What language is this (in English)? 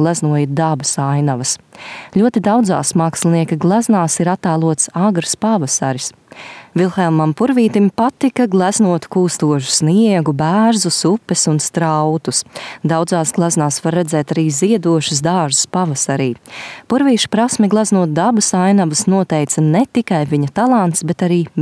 Latvian